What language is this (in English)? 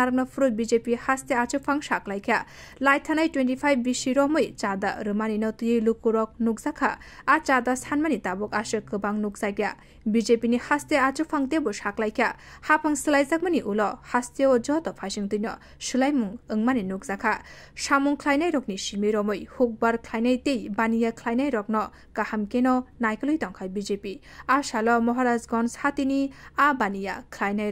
Kok Borok